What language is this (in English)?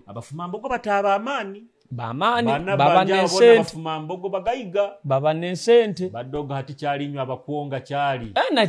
Nyoro